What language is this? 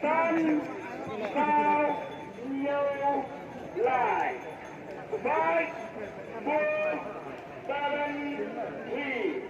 Khasi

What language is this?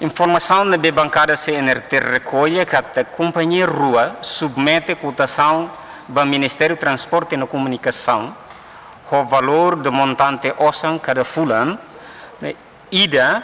Tetum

